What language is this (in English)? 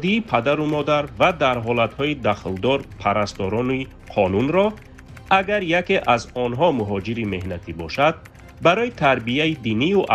Tajik